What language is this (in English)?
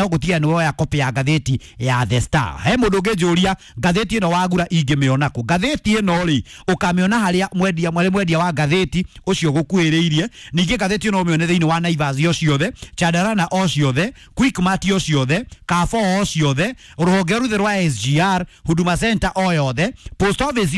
Kikuyu